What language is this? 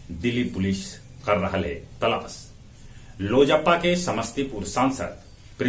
Magahi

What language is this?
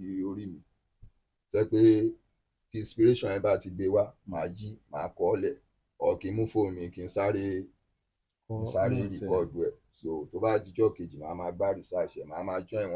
Yoruba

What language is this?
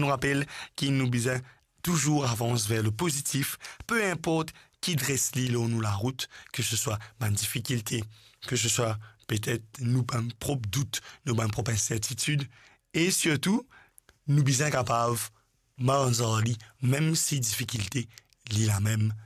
Morisyen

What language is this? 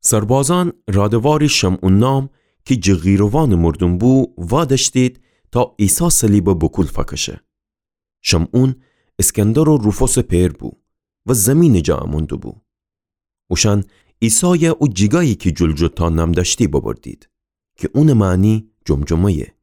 Gilaki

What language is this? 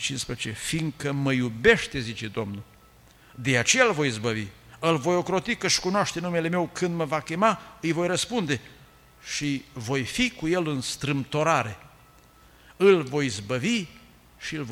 Romanian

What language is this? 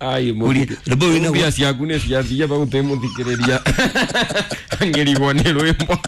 Kikuyu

